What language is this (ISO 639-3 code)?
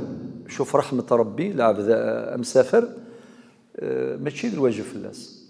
kab